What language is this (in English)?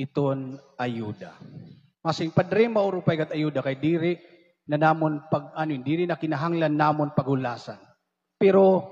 Waray